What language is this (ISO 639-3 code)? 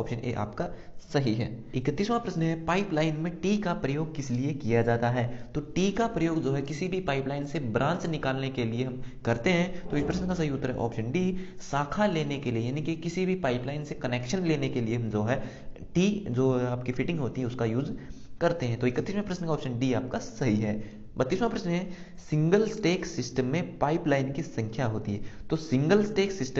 hin